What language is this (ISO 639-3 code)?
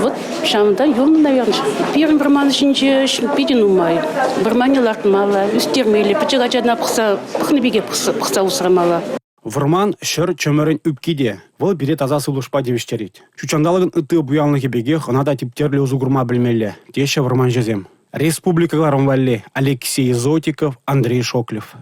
chv